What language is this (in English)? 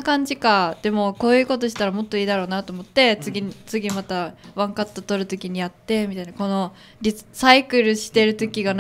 Japanese